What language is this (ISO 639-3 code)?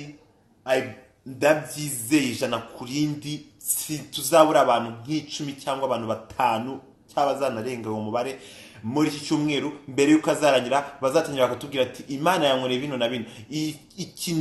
kin